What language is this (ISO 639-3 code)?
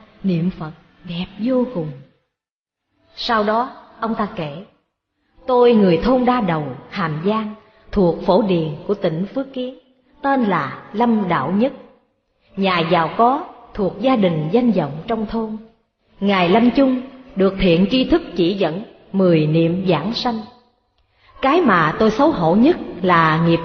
vie